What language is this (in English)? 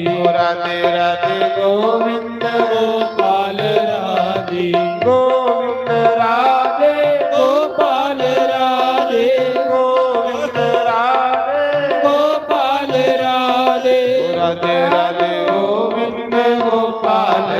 Dogri